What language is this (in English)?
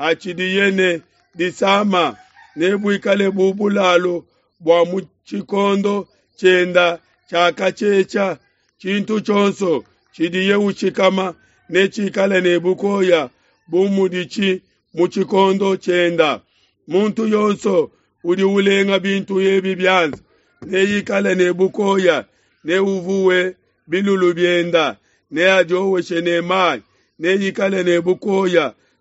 Luba-Lulua